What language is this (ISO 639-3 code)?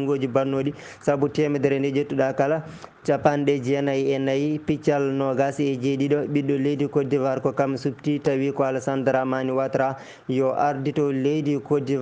ful